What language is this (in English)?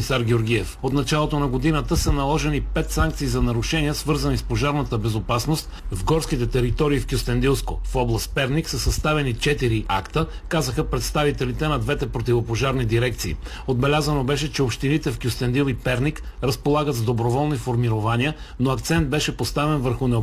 Bulgarian